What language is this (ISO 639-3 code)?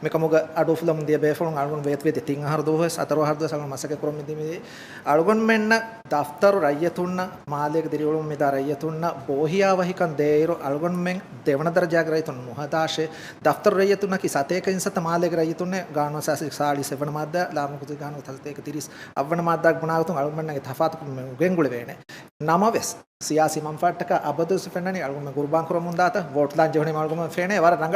div